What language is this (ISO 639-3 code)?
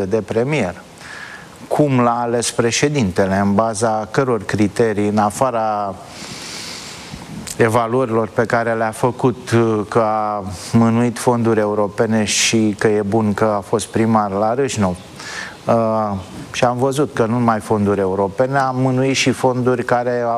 ron